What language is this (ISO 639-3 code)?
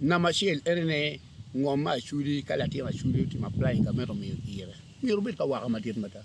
ach